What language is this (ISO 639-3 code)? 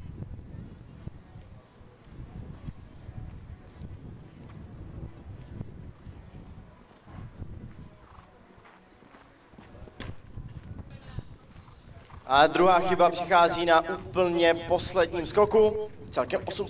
ces